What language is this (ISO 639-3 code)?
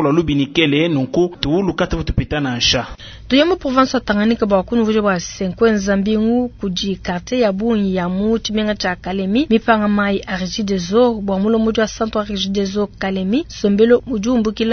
lua